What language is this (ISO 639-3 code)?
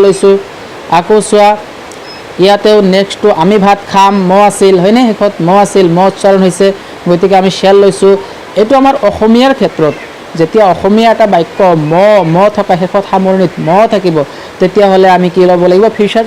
asm